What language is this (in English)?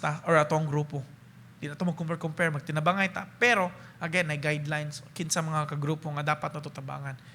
Cebuano